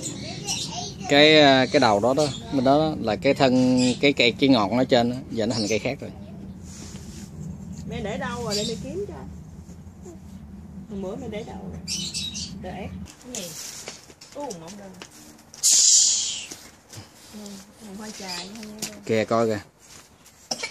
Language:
Vietnamese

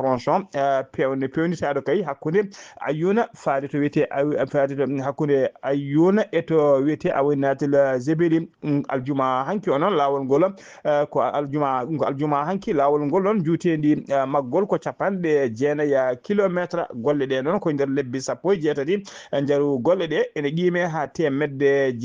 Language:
Fula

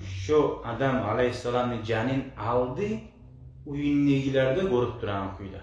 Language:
Kumyk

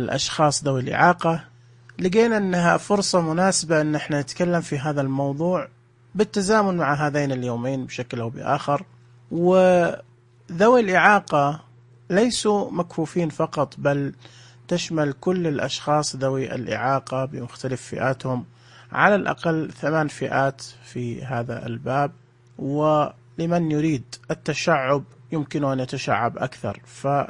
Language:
Najdi Arabic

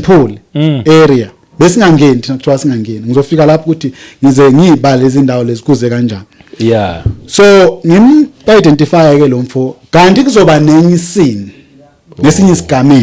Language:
Zulu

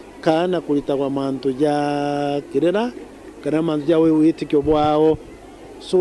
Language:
Meru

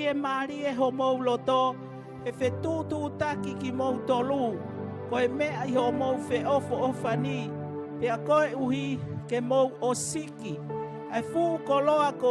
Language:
Tongan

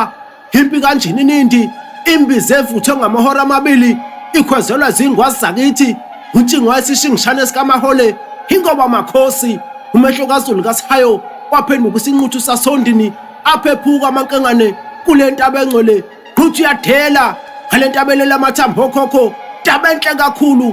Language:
Zulu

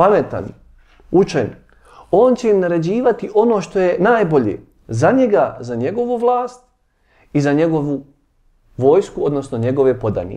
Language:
Bosnian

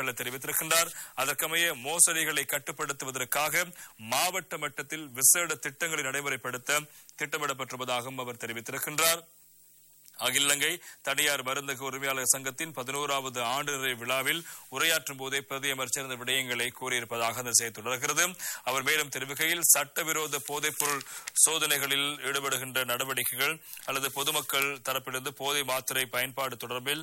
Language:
Tamil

